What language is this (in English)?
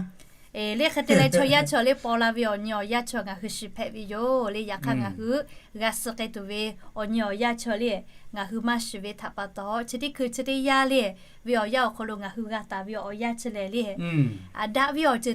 Lahu